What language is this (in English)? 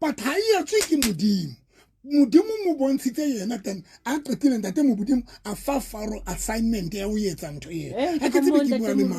Southern Sotho